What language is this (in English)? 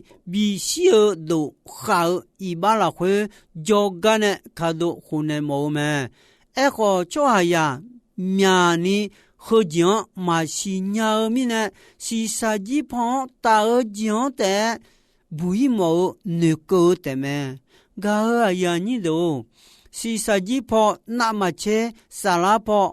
Akha